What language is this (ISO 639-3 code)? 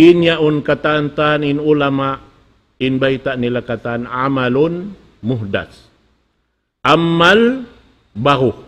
tsg